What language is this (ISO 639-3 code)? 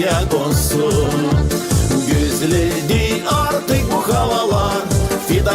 gag